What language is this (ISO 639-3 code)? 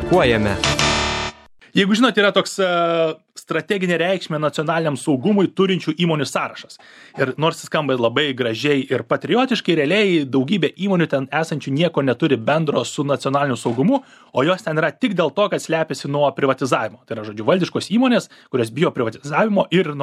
lit